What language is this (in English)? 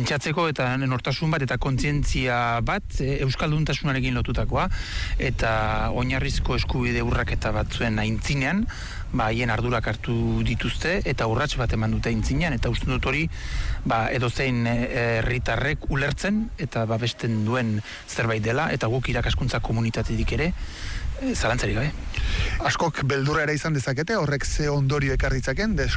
Basque